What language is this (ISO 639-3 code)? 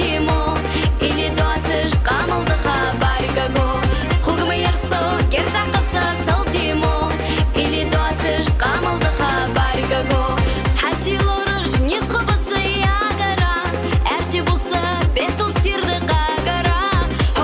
inh